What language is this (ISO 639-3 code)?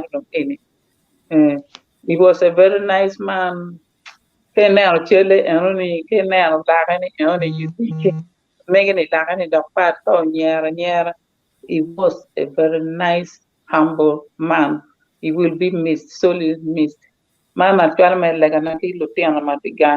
ach